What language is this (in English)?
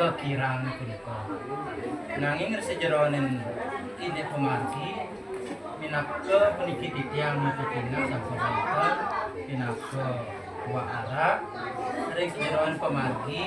Balinese